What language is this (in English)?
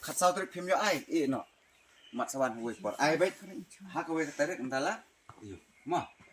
Khasi